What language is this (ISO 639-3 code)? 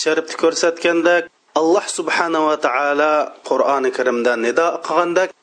uig